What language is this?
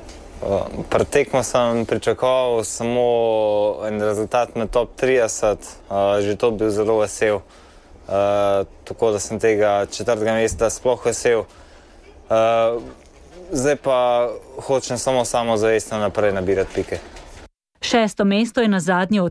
Slovenian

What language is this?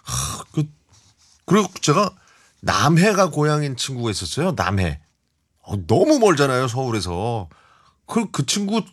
Korean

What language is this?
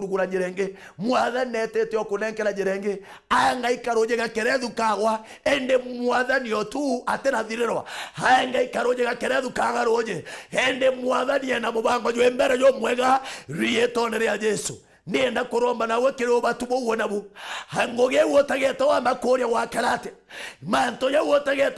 Meru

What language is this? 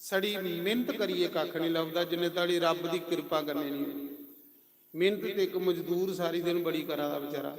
Dogri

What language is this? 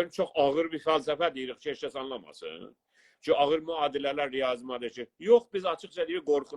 South Azerbaijani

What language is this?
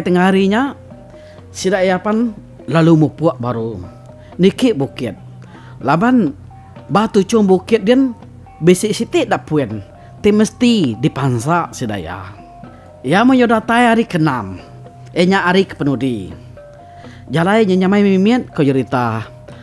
Iban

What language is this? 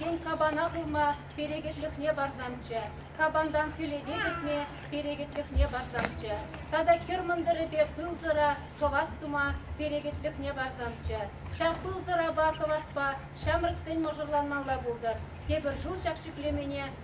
Chuvash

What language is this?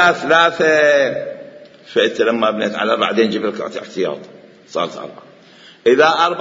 Mesopotamian Arabic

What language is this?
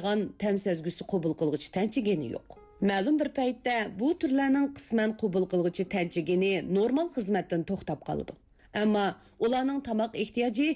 Uyghur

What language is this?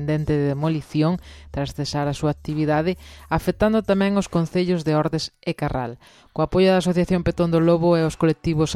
Galician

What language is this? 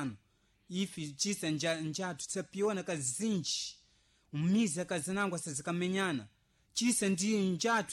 Sena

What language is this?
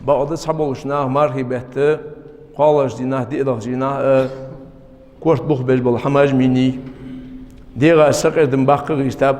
Ingush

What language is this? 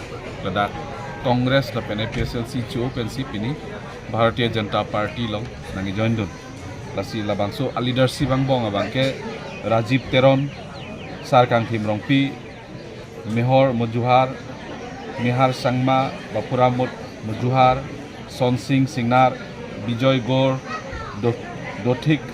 Karbi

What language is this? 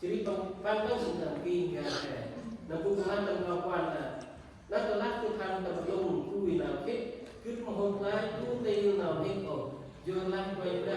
Central Mnong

